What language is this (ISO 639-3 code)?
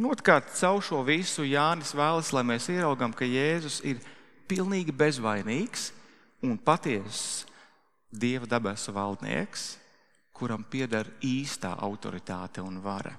lav